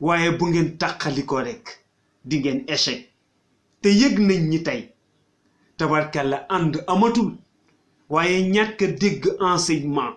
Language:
Wolof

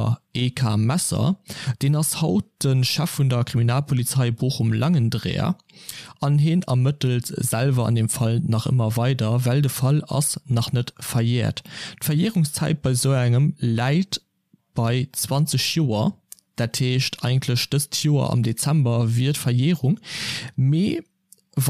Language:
Luxembourgish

